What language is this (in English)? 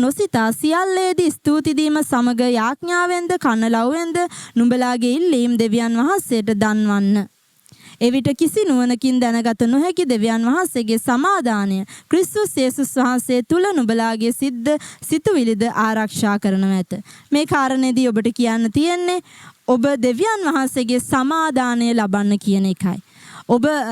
Sinhala